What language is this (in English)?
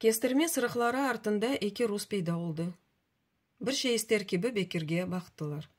Crimean Tatar